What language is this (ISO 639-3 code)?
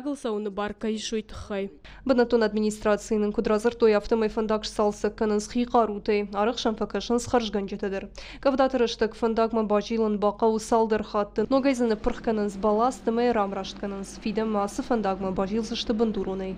oss